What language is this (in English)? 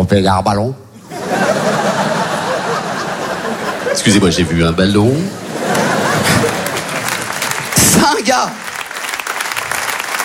French